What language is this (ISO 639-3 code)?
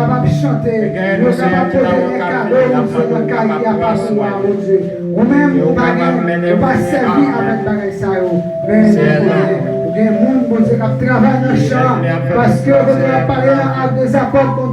hat